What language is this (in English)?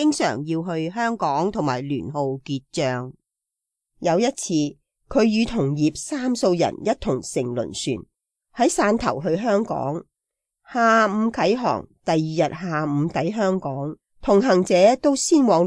Cantonese